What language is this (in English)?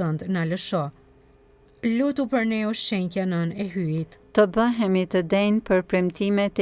Albanian